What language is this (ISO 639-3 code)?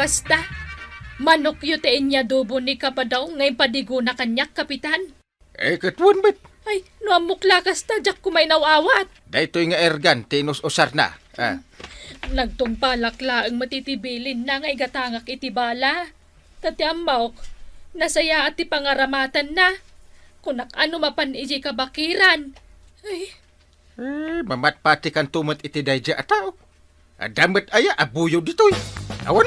ilo